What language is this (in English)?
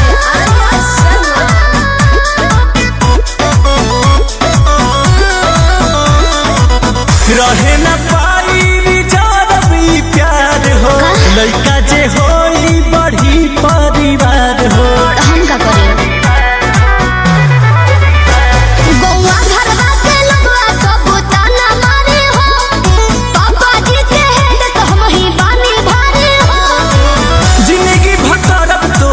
Bhojpuri